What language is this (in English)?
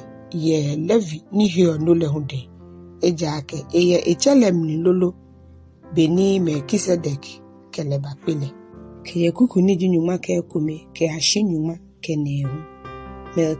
Ga